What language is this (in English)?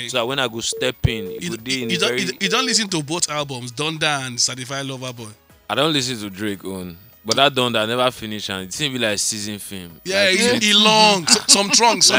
Nigerian Pidgin